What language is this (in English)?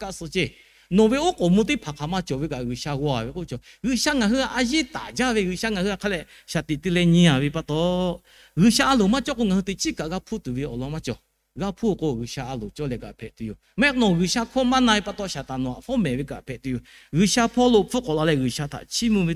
Lahu